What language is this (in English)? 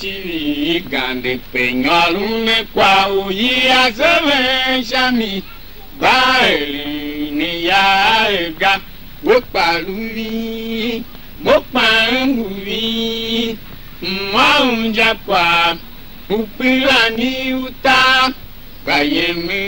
Tiv